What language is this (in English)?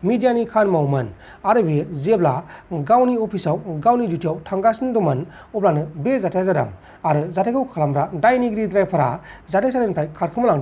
Bodo